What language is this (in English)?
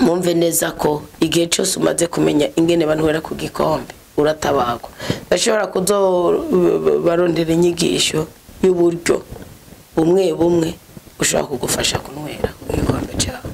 Rundi